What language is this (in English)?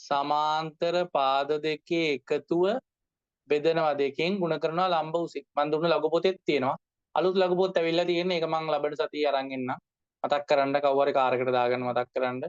Sinhala